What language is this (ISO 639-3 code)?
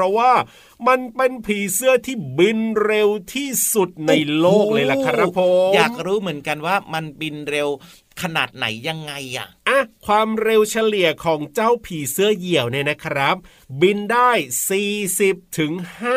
tha